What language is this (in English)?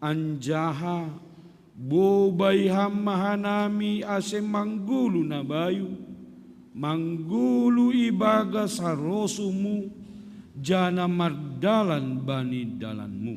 Batak Simalungun